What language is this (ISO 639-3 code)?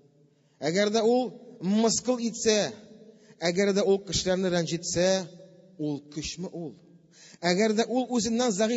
tat